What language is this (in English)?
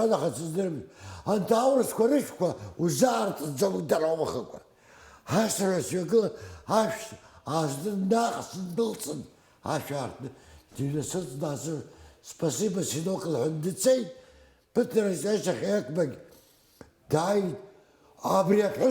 Abkhazian